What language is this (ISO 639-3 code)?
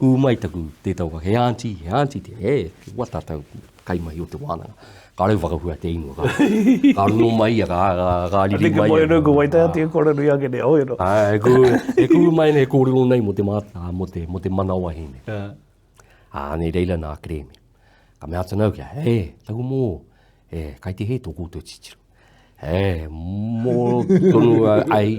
mri